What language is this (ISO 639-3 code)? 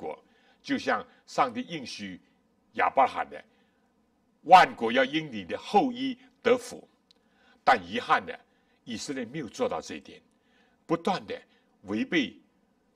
zho